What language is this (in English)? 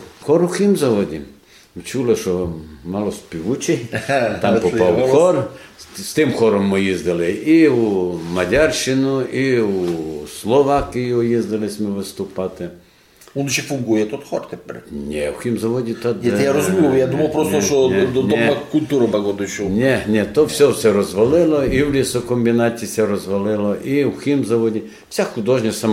Rusyn